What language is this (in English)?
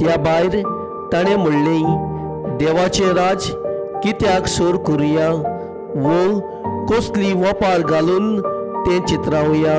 Konkani